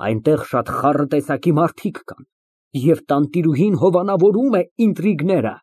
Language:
Armenian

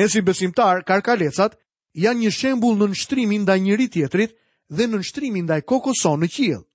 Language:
Albanian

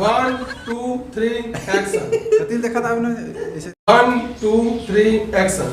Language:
Chhattisgarhi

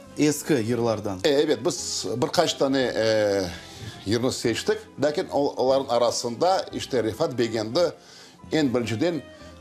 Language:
Crimean Tatar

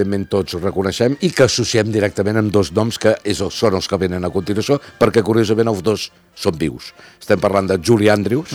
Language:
Catalan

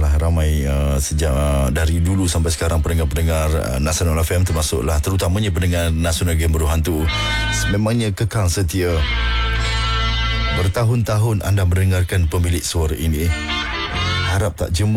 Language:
Malay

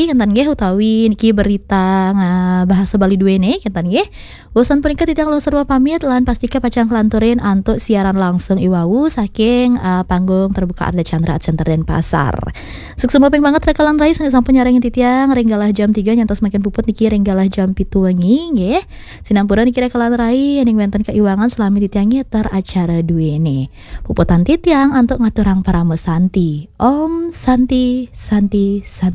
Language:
Balinese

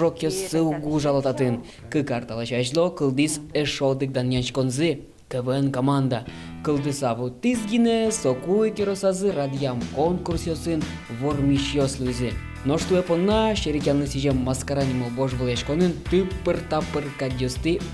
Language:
Udmurt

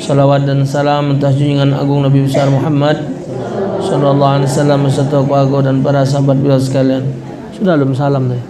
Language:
Musi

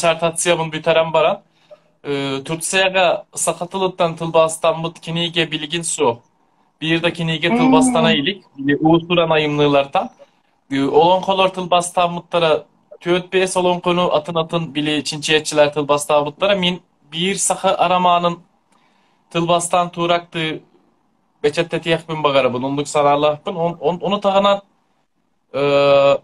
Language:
Yakut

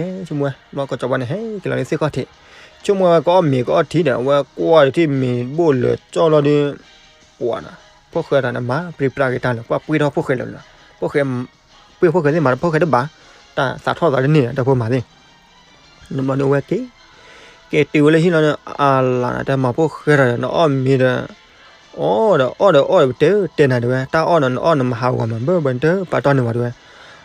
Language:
S'gaw Karen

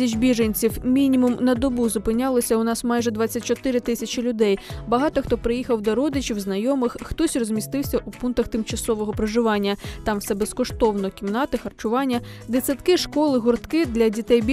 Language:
Ukrainian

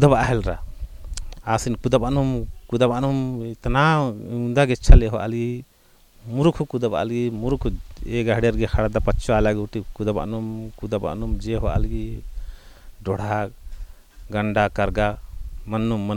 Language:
Kurukh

